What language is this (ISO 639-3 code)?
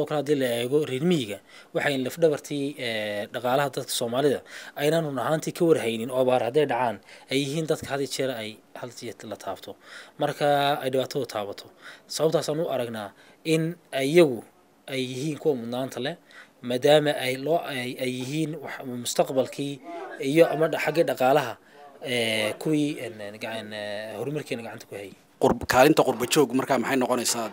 som